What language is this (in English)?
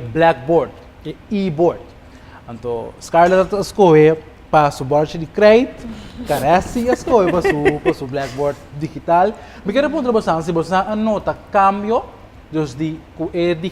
Papiamento